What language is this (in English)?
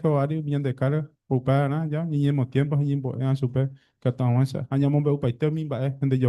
Guarani